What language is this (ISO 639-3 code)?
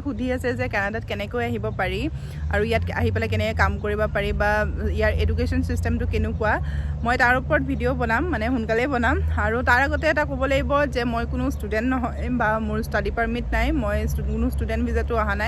asm